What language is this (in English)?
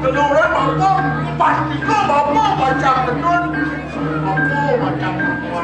Balinese